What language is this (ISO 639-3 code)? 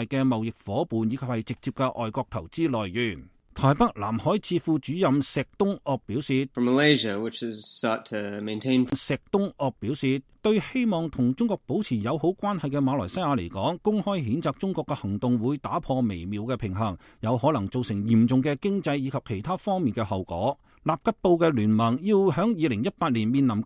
yue